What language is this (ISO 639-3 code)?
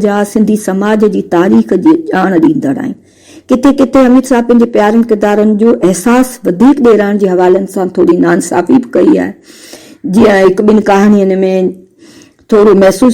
snd